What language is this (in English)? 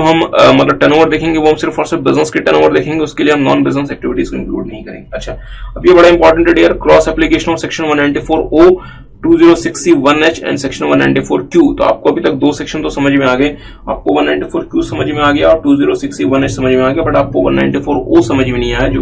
Hindi